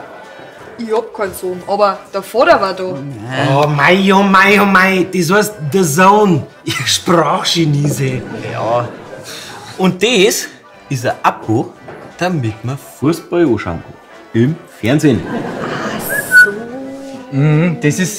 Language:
Bavarian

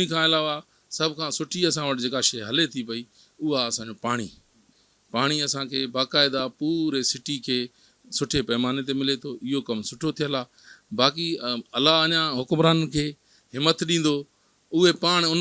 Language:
Sindhi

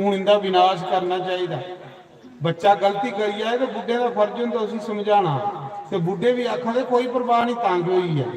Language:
Dogri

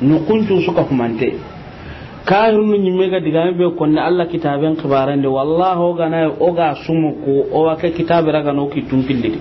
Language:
Soninke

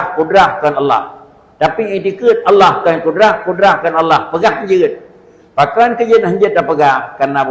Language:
Achinese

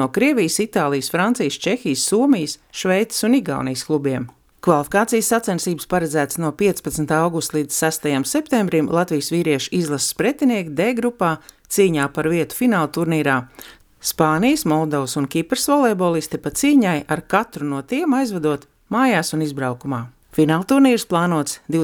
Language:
Latvian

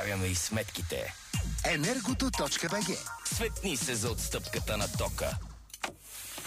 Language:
Bulgarian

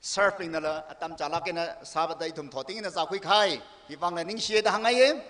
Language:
Tangkhul Naga (India)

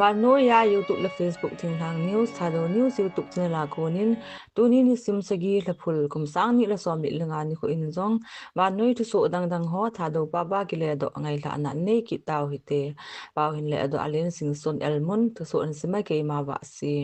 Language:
Thado Chin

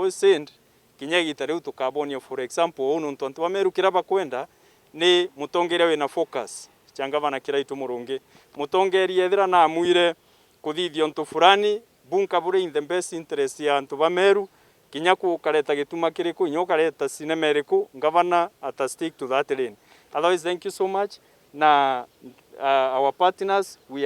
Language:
Meru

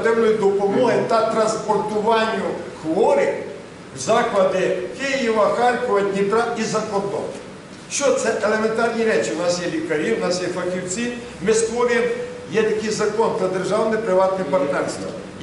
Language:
Ukrainian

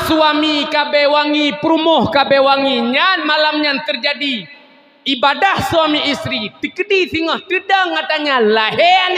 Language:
Achinese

